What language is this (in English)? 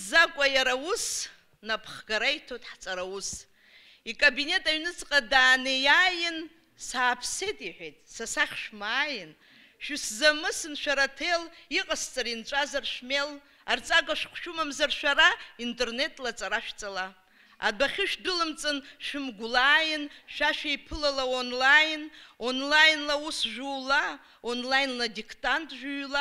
Abkhazian